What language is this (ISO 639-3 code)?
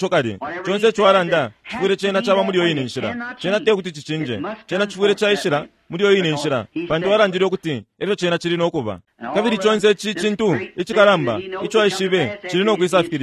bem